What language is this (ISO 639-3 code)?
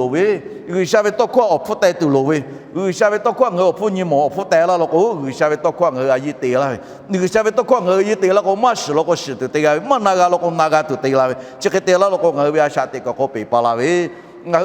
lhu